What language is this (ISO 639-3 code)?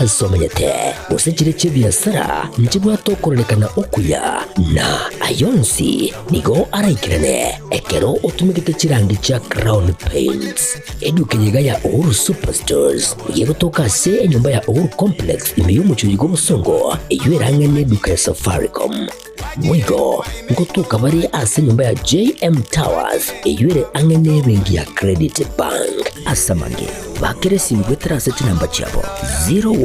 guz